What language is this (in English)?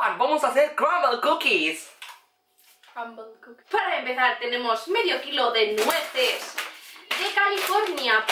Spanish